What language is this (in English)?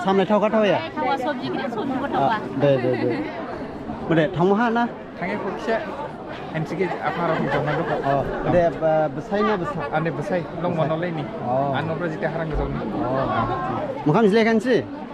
Dimasa